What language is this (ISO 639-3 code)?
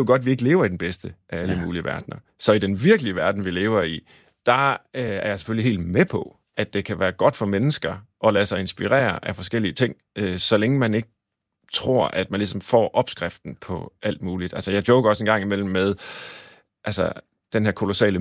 dan